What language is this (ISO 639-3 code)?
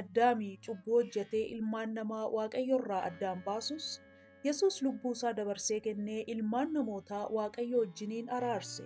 orm